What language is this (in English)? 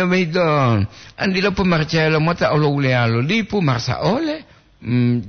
Gorontalo